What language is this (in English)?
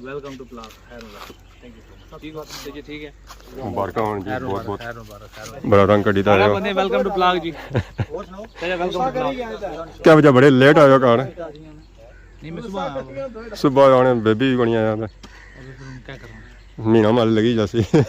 Pahari-Potwari